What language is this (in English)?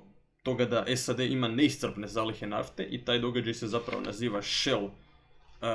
Croatian